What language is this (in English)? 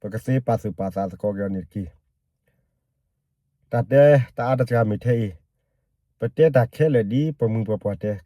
S'gaw Karen